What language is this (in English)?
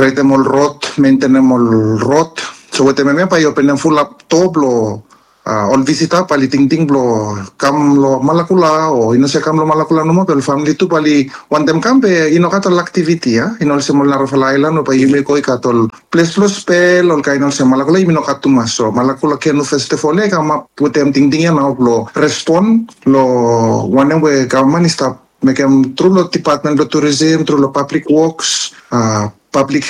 Bislama